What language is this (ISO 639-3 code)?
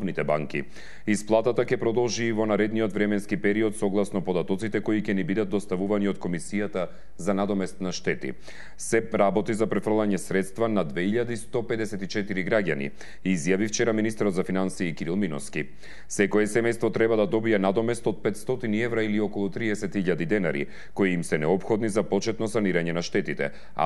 mkd